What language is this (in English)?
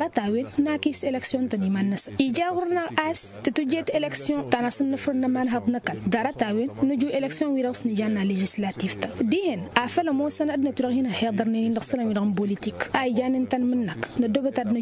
Tamasheq